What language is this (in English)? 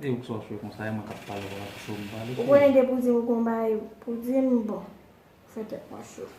Haitian Creole